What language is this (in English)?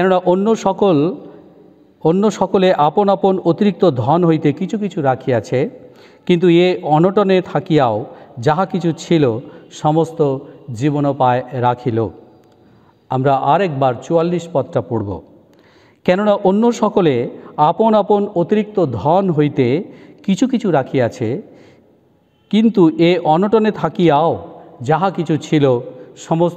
Bangla